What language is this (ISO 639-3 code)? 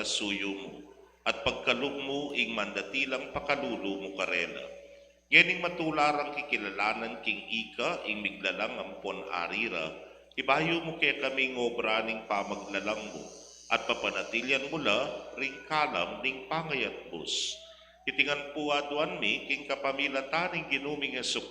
pam